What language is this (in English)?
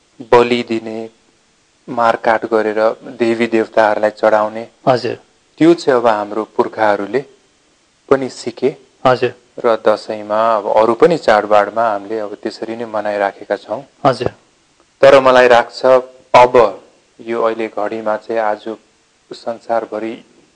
Nepali